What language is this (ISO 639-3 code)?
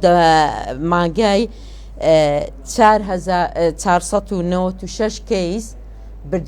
ckb